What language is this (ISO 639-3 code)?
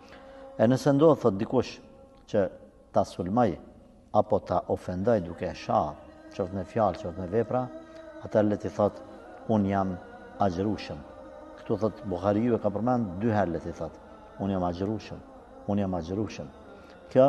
sqi